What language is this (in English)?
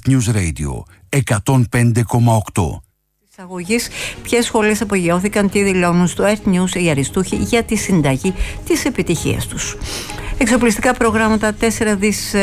Greek